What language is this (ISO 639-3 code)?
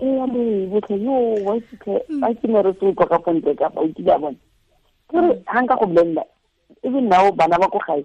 tsn